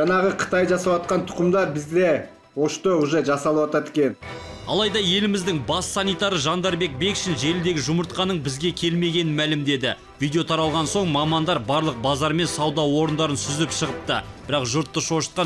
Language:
Kazakh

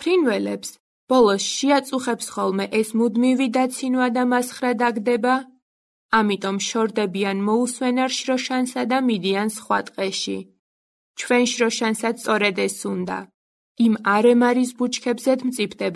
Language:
Georgian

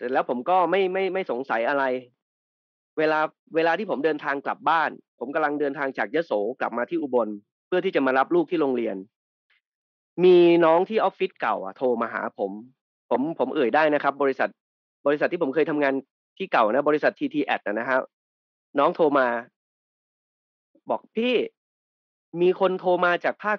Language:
Thai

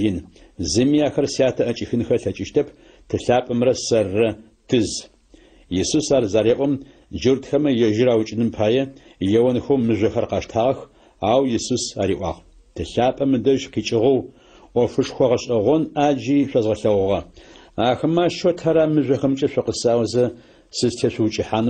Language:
Adyghe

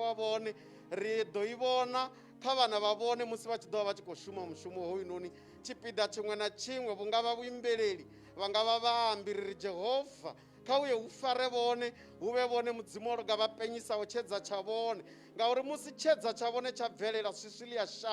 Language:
Venda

